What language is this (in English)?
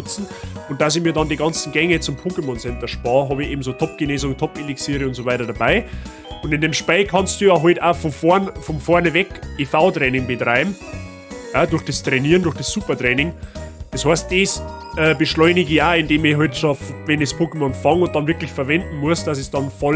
Bavarian